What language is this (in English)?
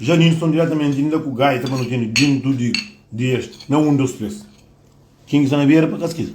Kabuverdianu